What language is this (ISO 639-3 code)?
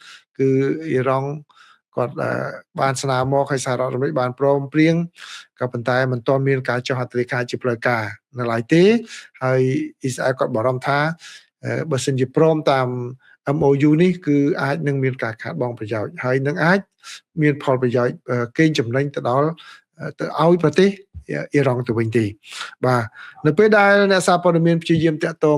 khm